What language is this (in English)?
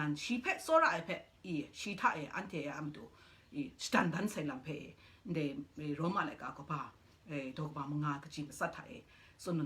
Kachin